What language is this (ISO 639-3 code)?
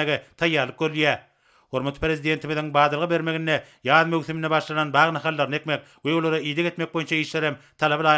tuk